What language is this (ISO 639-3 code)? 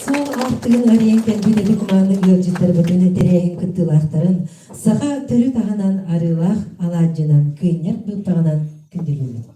sah